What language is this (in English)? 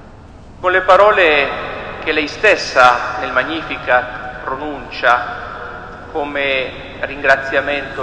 Italian